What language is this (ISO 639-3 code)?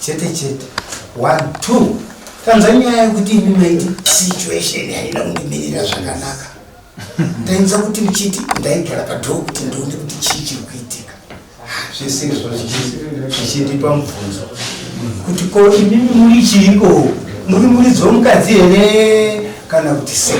sna